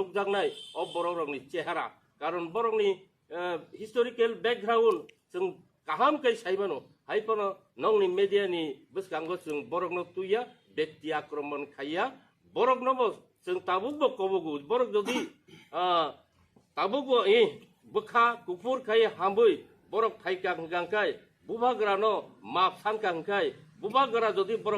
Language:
Riang (India)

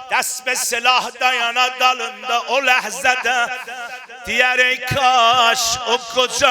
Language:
South Azerbaijani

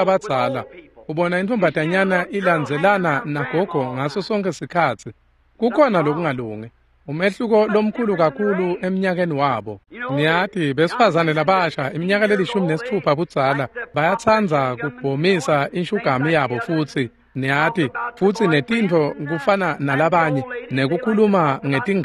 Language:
Swati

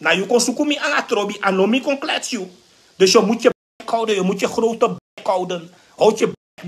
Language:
Sranan Tongo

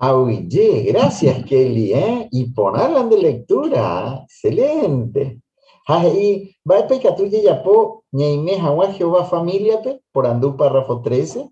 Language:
Guarani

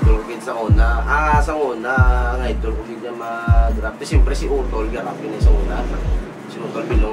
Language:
Hiligaynon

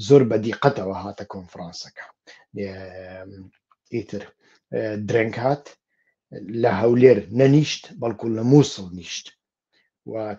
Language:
Central Kurdish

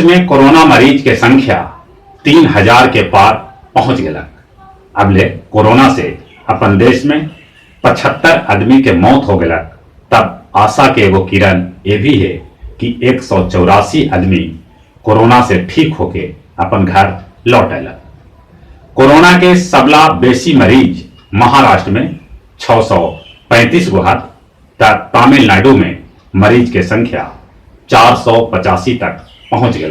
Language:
Magahi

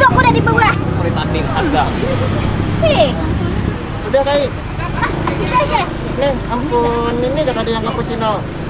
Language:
Banjar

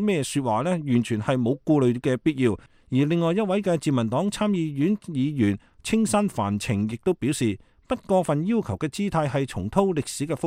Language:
Cantonese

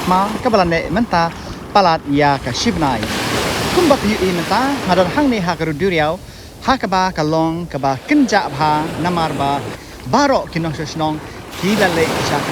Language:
Khasi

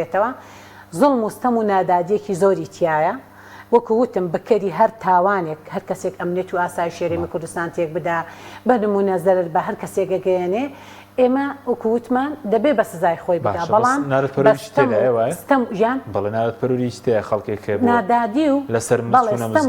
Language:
Central Kurdish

